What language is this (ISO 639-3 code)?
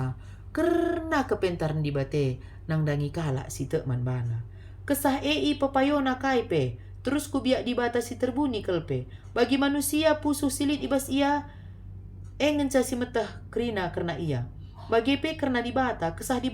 btx